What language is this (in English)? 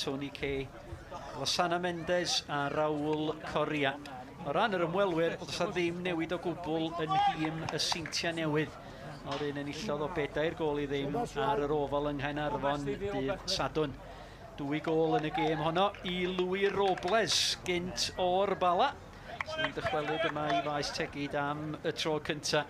Welsh